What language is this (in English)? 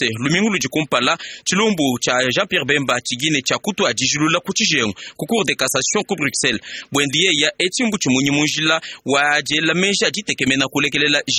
Luba-Lulua